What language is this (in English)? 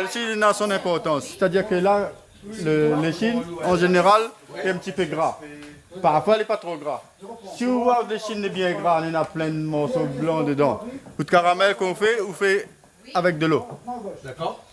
Réunion Creole French